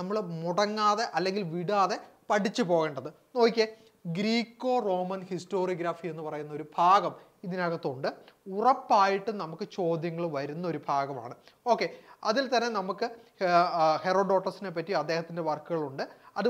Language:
Malayalam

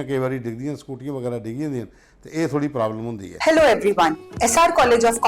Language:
Dogri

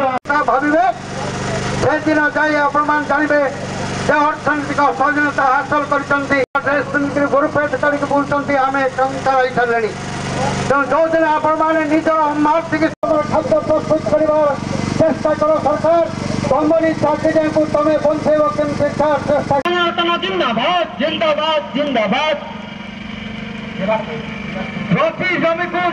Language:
Odia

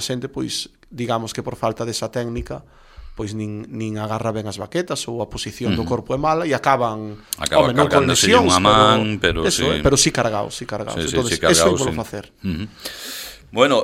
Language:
Galician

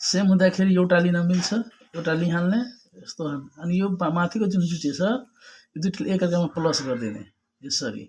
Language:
Nepali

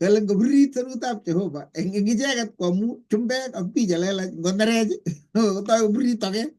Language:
Kalenjin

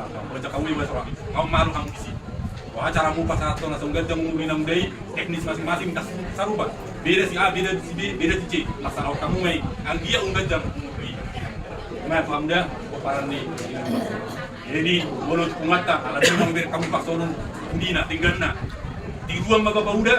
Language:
Batak Toba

